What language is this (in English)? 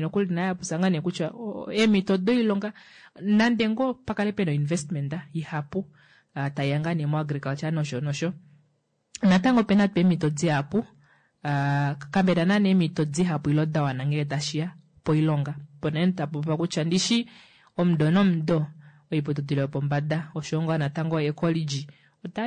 Kuanyama